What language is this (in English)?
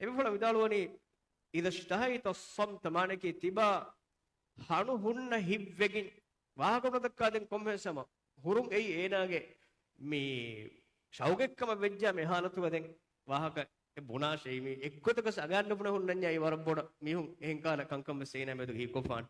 Divehi